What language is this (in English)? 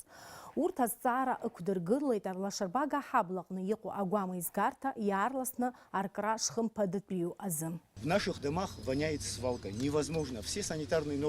Abkhazian